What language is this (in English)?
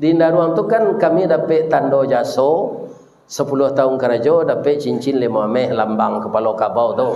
Minangkabau